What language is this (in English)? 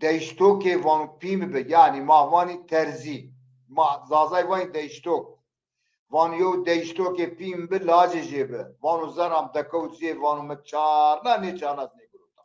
Zaza